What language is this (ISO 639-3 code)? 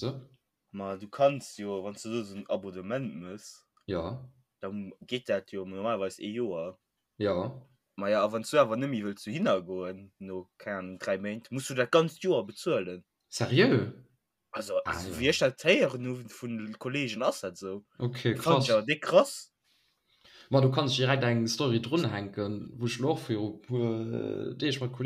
ltz